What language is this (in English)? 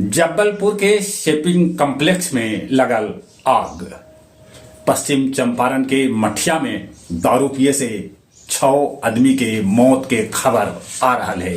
Magahi